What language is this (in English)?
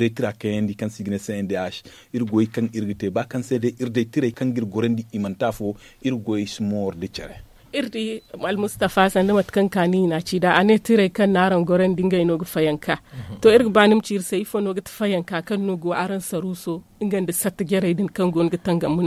Zarma